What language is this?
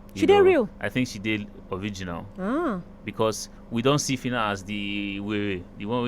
Nigerian Pidgin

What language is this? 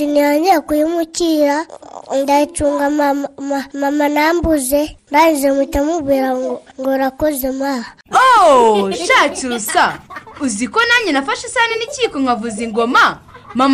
Kinyarwanda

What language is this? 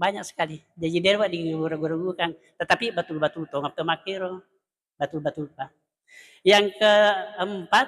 Buginese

